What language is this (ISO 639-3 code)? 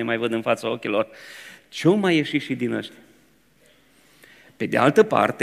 ron